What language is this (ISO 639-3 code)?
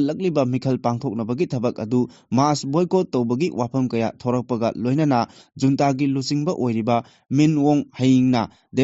mni